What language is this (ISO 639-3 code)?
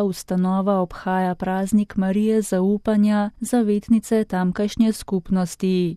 slv